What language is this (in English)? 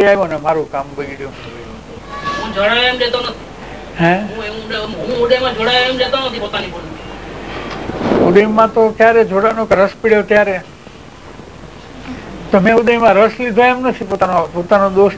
Gujarati